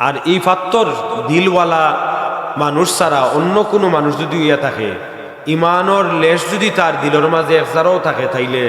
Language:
Sylheti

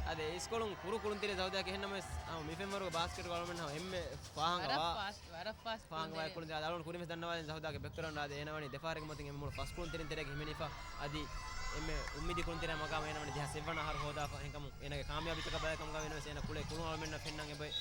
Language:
Divehi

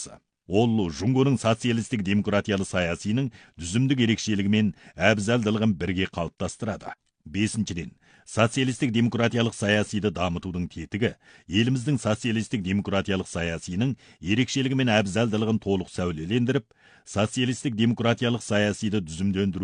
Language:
Kazakh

